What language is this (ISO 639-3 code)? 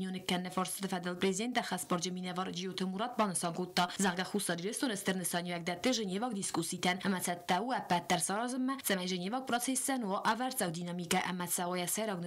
oss